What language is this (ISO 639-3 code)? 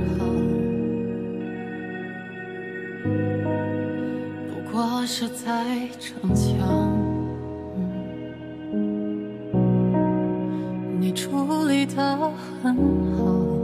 zho